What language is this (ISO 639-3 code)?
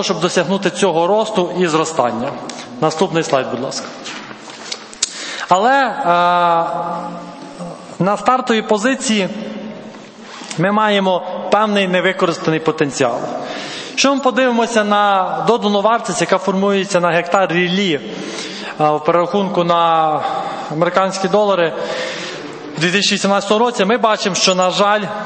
ukr